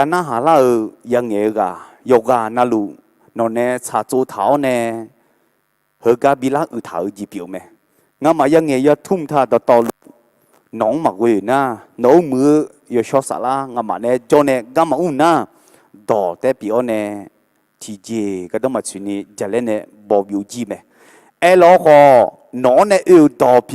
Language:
Akha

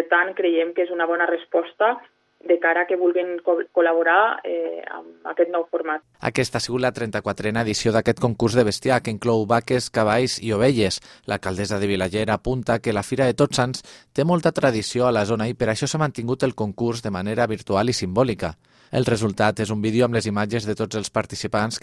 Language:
Catalan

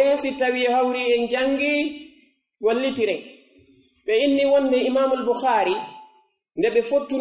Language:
Pular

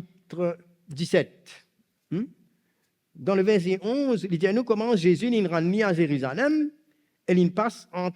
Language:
Morisyen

